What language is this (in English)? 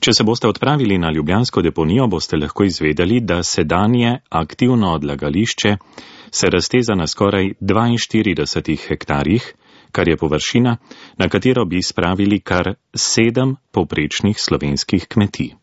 Slovenian